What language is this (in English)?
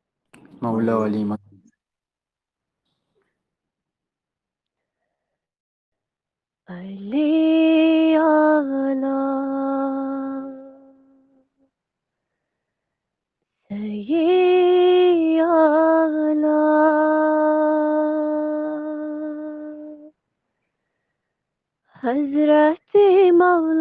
Persian